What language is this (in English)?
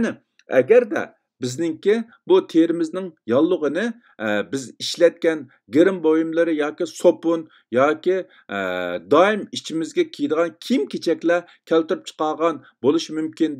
Uyghur